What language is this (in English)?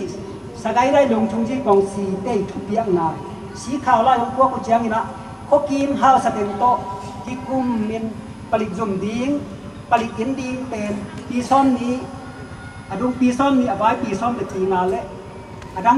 Tedim Chin